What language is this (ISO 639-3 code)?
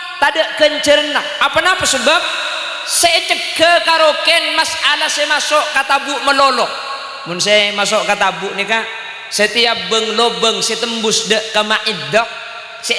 mad